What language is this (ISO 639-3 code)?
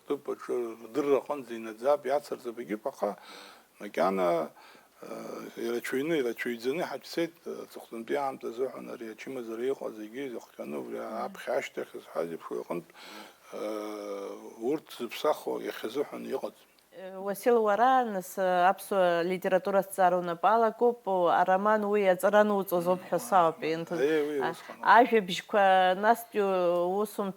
abk